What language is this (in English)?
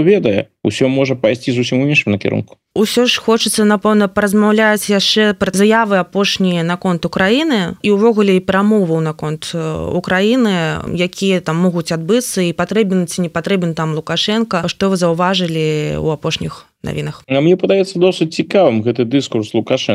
Belarusian